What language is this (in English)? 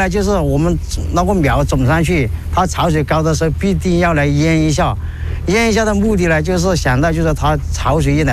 Chinese